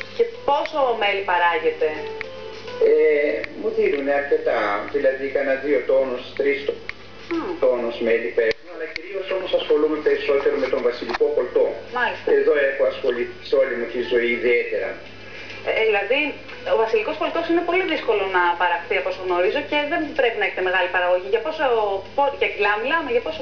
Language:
Greek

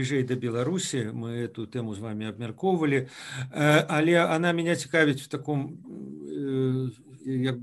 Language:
Belarusian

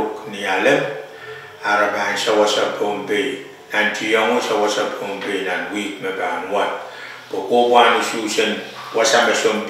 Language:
Pohnpeian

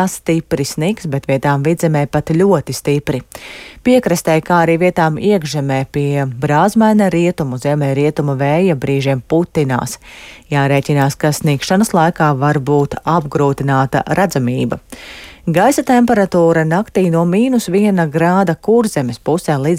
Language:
Latvian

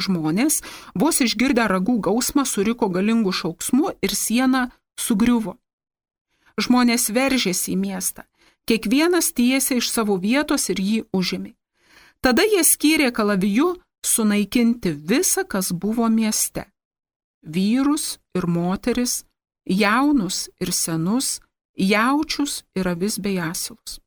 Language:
Lithuanian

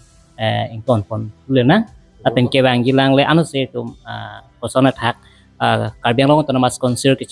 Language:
Karbi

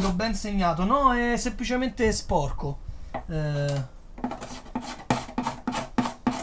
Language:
Italian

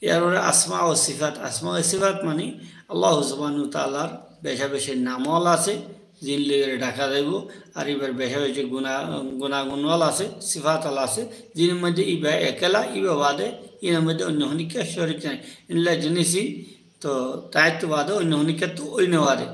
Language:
Rohingya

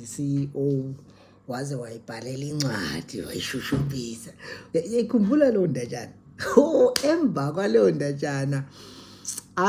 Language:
Zulu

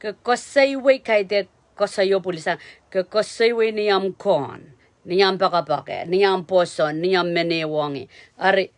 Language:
Pohnpeian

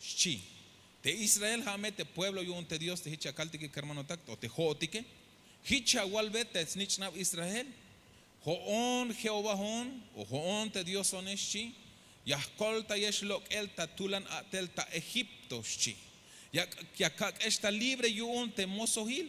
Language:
Tzeltal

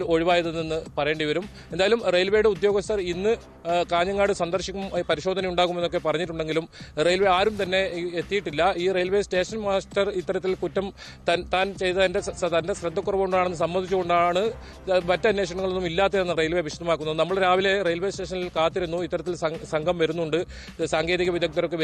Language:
Malayalam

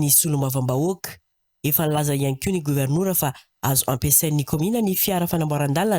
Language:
Malagasy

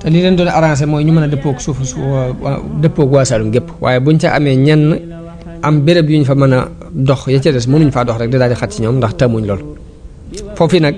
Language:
Wolof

